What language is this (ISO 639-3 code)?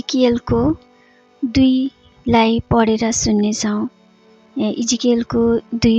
nep